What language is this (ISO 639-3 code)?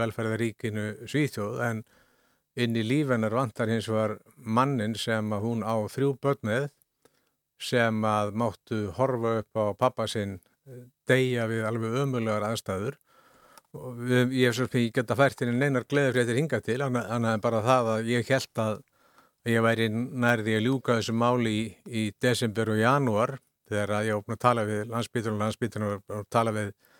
isl